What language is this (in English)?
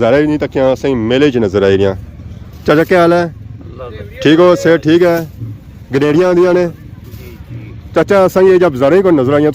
Pahari-Potwari